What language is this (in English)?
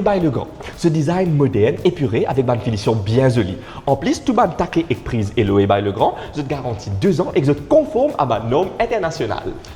Morisyen